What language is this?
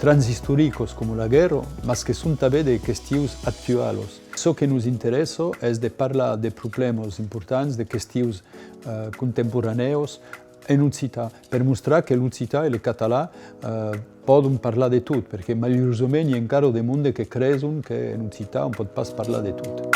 Occitan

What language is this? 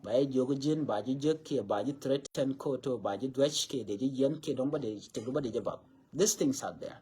Nuer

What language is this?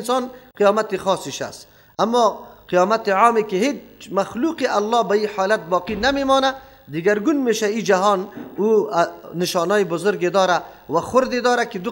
Persian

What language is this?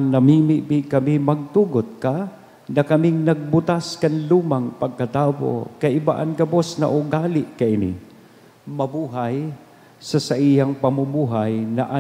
Bikol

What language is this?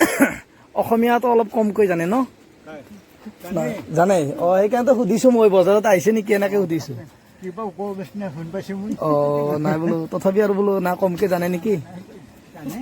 Assamese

